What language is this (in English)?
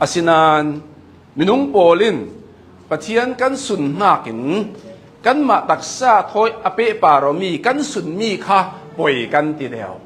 Hakha Chin